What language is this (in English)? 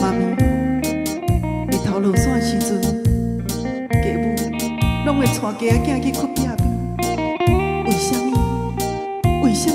Min Nan Chinese